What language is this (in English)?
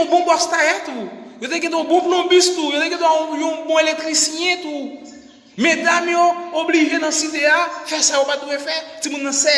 Haitian Creole